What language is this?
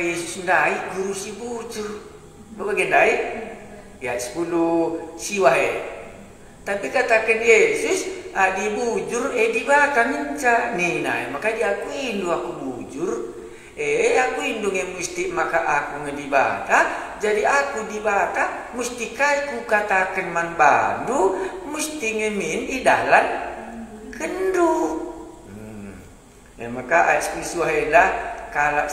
Batak Karo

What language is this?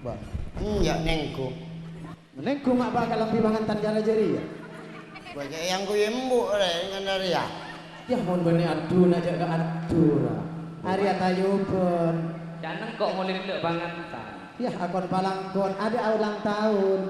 Madurese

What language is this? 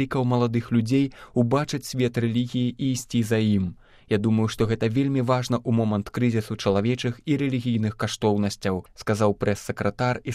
Belarusian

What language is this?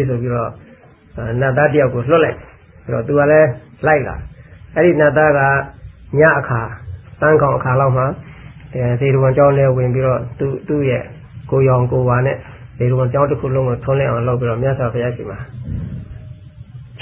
Burmese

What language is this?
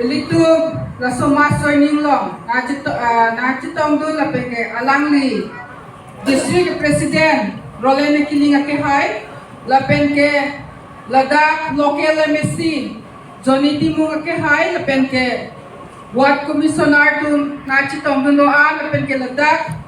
Karbi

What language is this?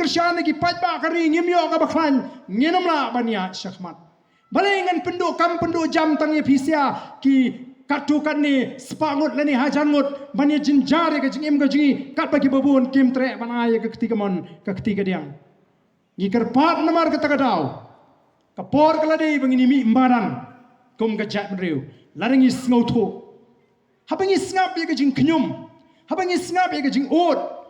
Khasi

